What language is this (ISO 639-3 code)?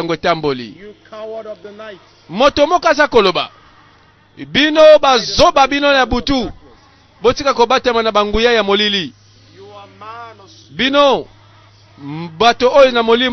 lin